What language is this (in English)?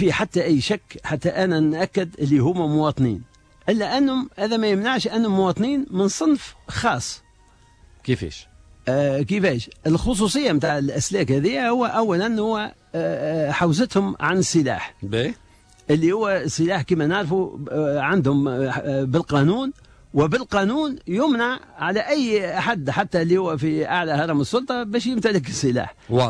Tunisian Arabic